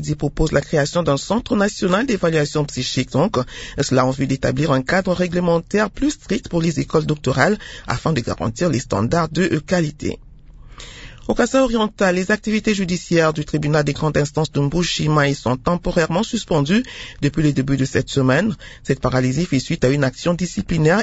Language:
French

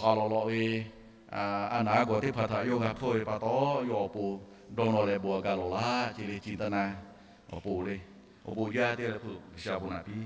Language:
Lahu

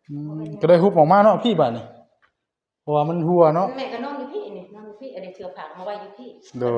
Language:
Northeastern Thai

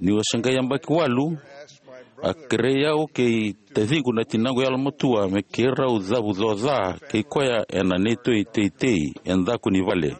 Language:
Fijian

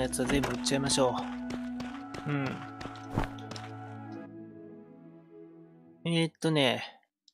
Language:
Japanese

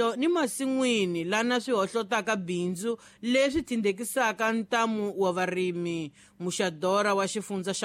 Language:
Tsonga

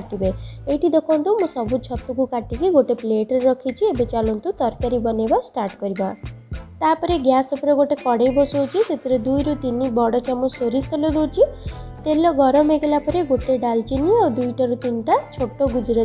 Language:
Odia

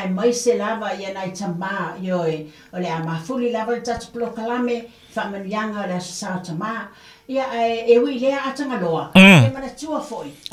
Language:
Samoan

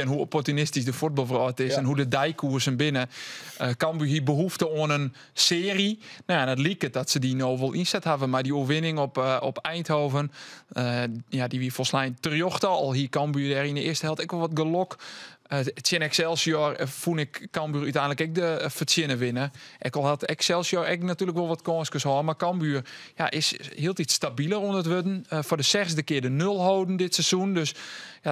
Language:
Western Frisian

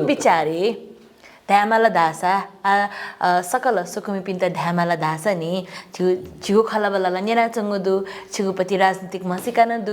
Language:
Newari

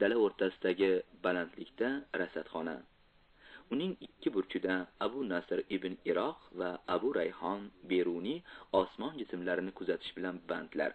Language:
Uzbek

